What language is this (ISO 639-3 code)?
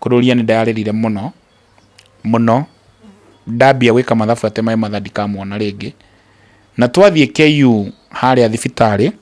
kik